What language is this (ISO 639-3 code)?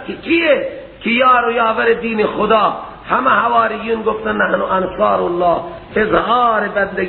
fas